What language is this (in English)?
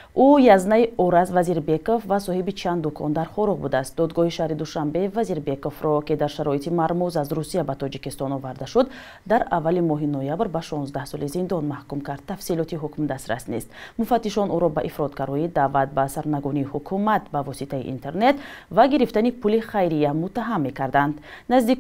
Tajik